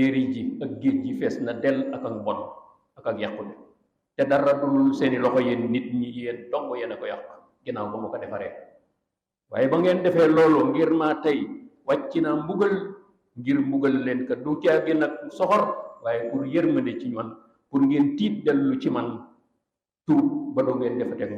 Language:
Wolof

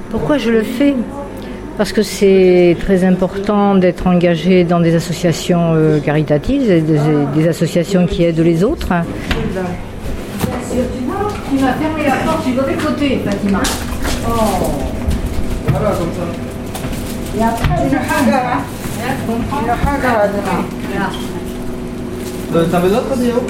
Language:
French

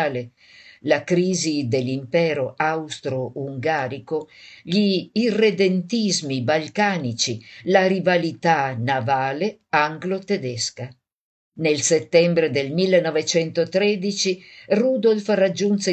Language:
Italian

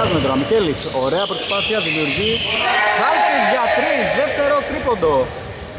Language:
Greek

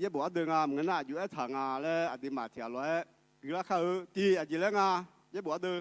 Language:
Akha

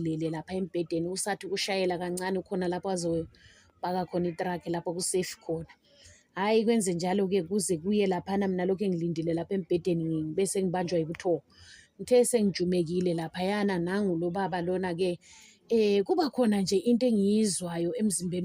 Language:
Zulu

